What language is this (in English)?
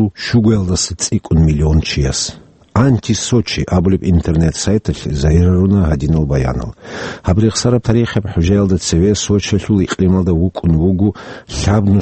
Avaric